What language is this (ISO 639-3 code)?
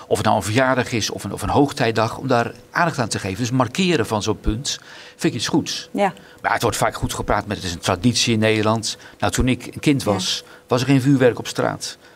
nld